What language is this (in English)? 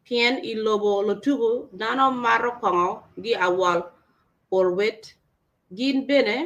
Acoli